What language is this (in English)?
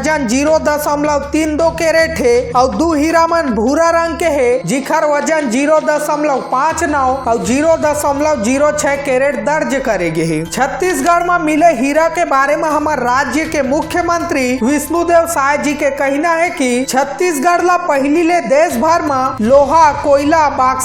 Chhattisgarhi